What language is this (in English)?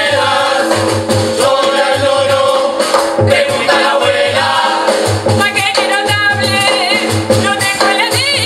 Spanish